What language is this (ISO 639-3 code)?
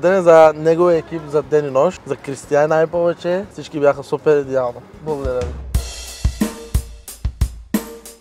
bul